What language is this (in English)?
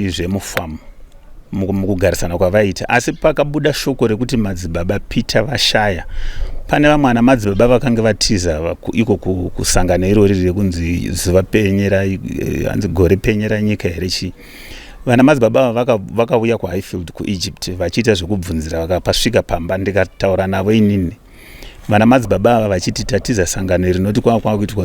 Shona